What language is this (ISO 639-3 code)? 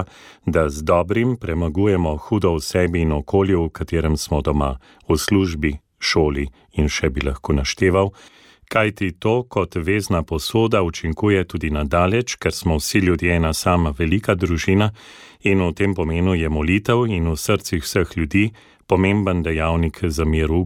slv